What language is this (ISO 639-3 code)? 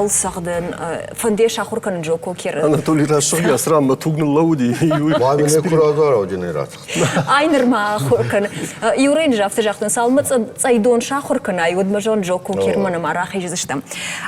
oss